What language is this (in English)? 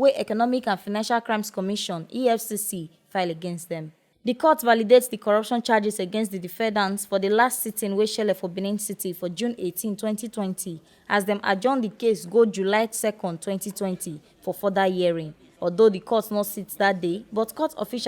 Nigerian Pidgin